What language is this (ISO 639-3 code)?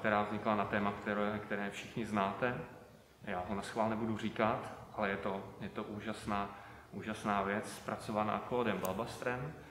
ces